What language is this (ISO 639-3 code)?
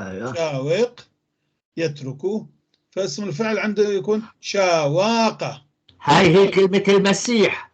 apc